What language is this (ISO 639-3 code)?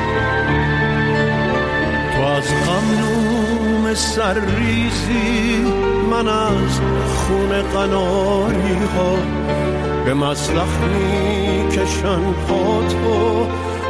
fas